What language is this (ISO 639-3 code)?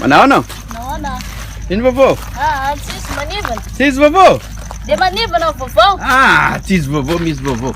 rcf